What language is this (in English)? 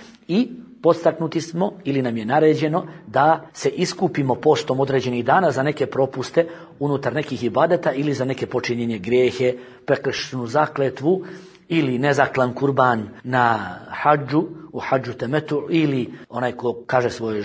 Bosnian